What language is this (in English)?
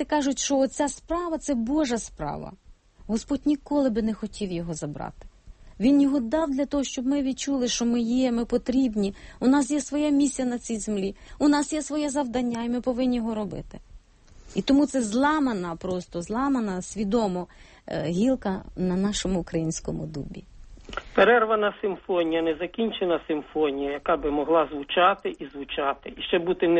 Ukrainian